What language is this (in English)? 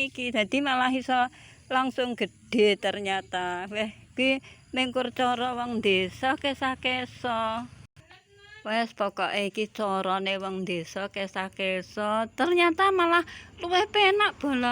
Javanese